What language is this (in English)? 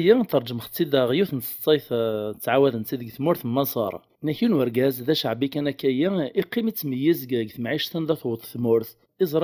Kabyle